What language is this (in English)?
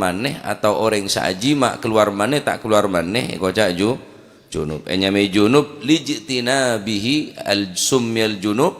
Madurese